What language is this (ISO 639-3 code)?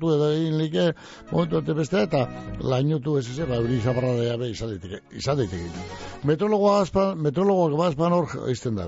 eus